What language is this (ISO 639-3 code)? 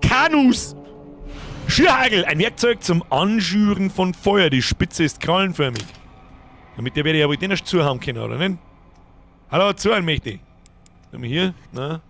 bar